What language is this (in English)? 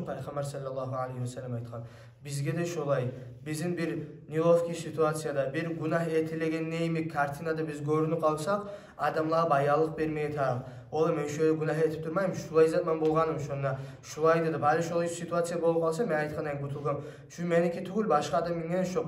Kumyk